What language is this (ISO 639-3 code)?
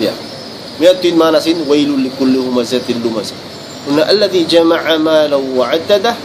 tsg